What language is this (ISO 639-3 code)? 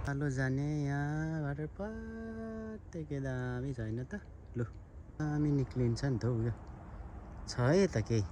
nep